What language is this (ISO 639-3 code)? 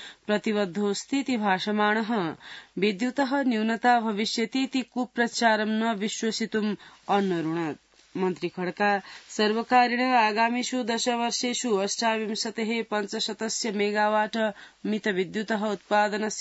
san